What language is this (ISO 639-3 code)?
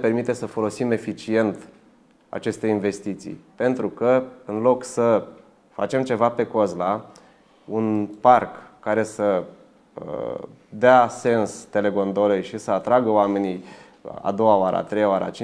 ron